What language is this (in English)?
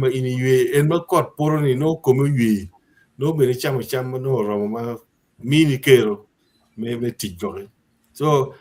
Acoli